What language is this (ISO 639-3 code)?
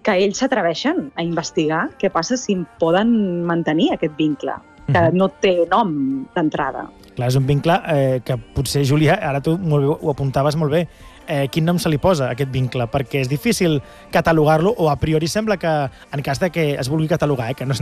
cat